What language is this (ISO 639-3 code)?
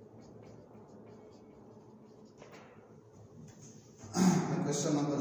guj